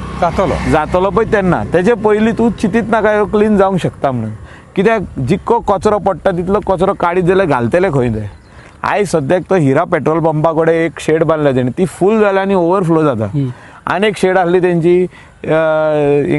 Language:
Konkani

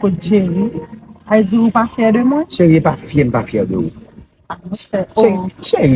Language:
Haitian Creole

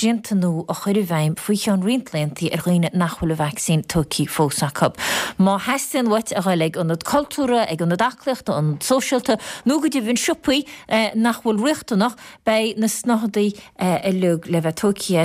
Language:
Irish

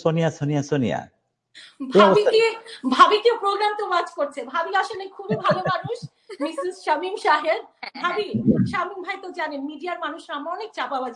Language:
Bangla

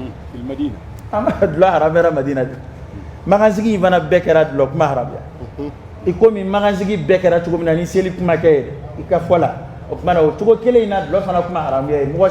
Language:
Dyula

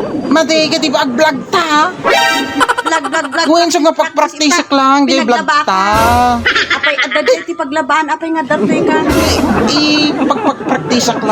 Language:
Iloko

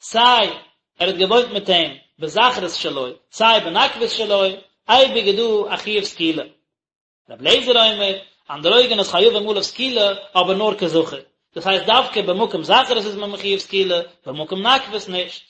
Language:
Yiddish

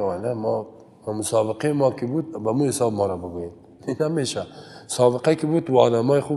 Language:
Persian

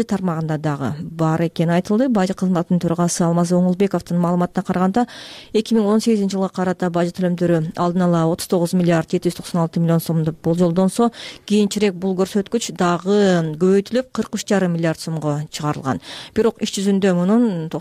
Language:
Kyrgyz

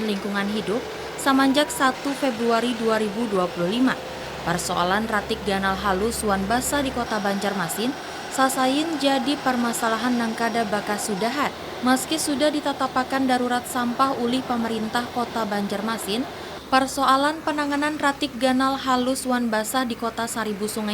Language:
Banjar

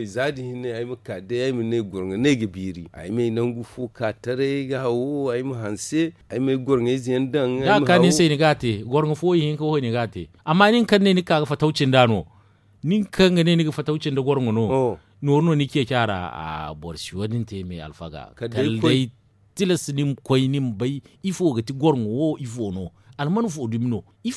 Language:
Zarma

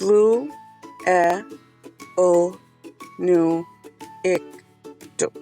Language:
Mi'kmaw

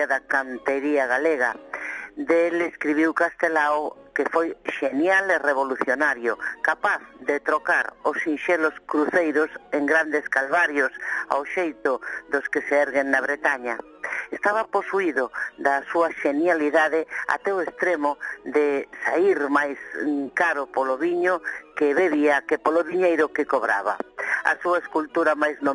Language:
Galician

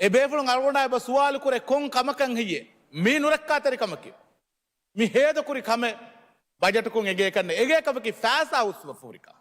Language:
Divehi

